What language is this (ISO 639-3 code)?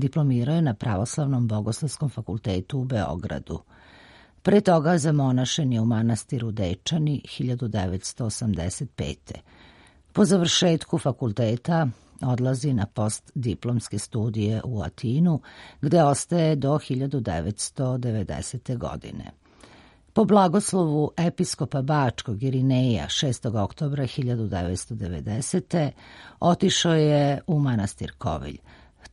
srp